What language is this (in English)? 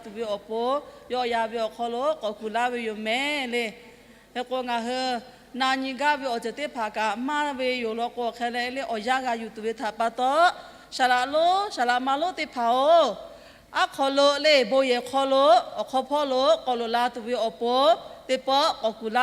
Lahu